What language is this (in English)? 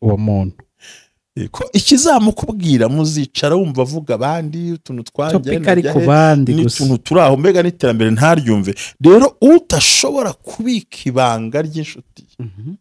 Kinyarwanda